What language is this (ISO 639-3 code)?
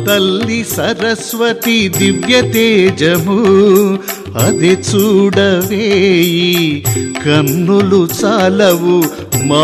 tel